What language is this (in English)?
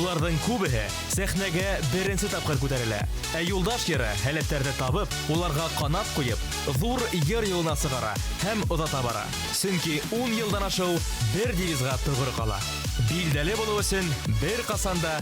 Bashkir